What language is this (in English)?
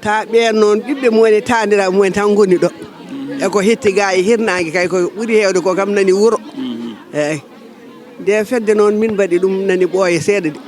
Fula